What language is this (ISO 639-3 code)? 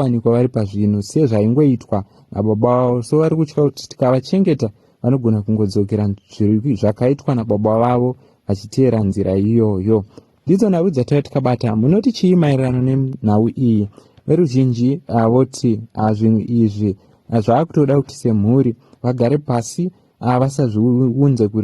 sna